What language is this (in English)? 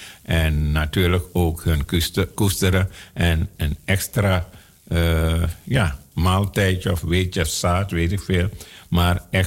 Dutch